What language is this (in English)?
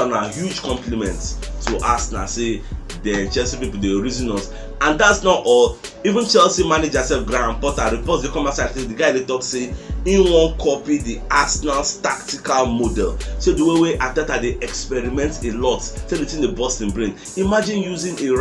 Nigerian Pidgin